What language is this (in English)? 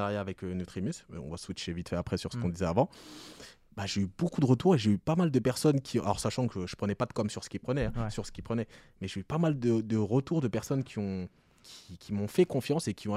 French